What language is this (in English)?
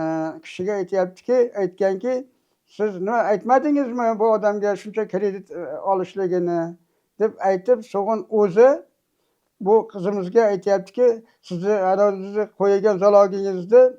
Uzbek